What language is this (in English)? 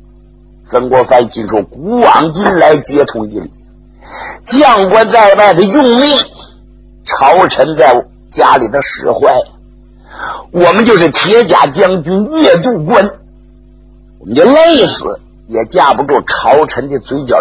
Chinese